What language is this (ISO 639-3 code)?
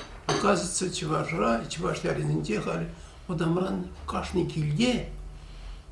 chv